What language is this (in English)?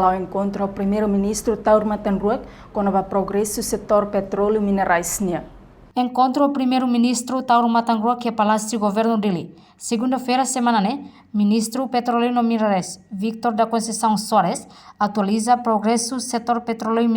Tetum